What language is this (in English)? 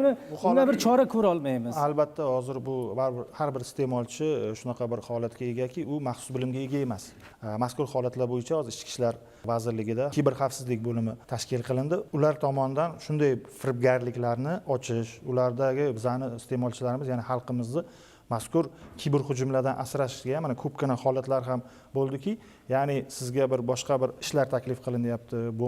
Uzbek